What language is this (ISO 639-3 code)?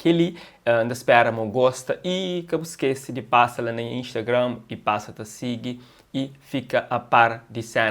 kea